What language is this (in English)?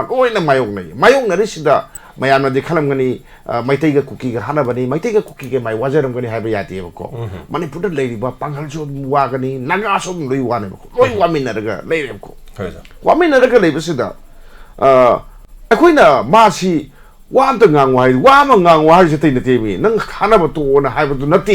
Manipuri